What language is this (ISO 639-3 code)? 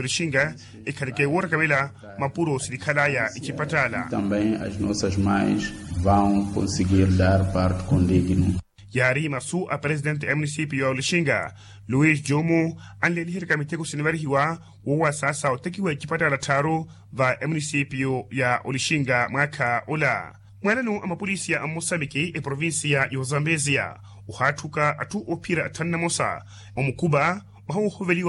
vmw